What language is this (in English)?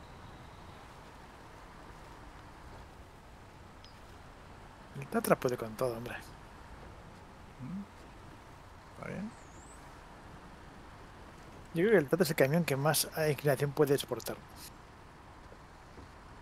Spanish